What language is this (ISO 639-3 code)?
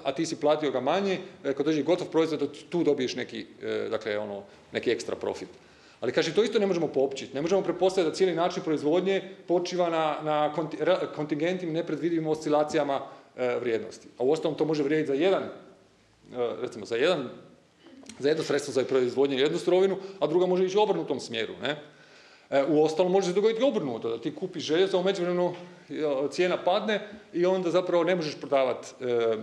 hrv